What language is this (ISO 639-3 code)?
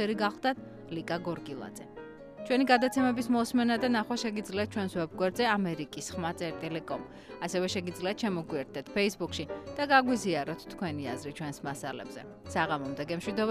kat